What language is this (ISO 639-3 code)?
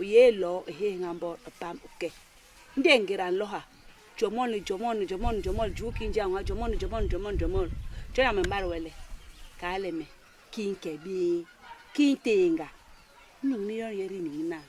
bas